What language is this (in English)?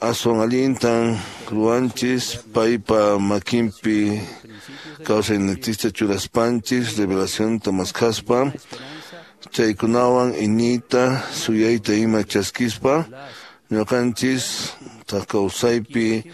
Quechua